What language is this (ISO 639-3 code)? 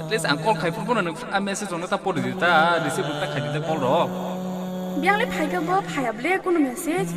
trp